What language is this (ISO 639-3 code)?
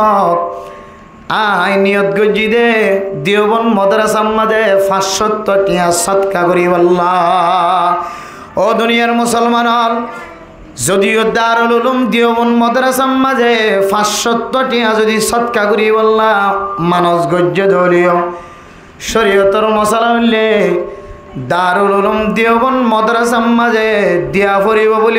rhg